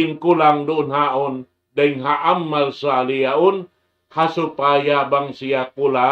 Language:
Tausug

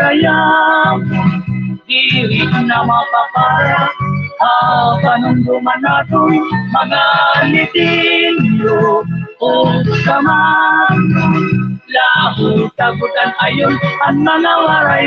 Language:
Waray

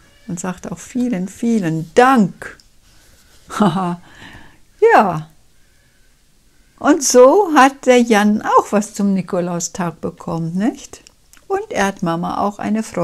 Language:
German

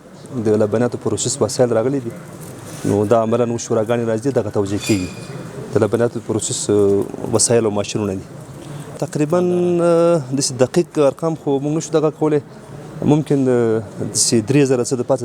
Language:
Pashto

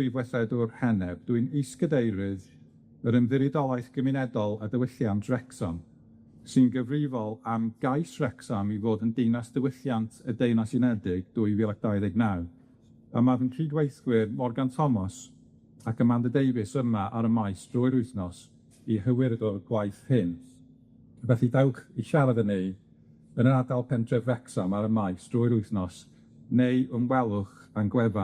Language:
Welsh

